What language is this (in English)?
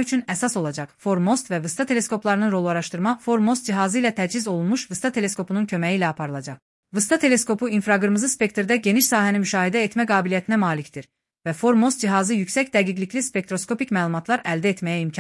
Azerbaijani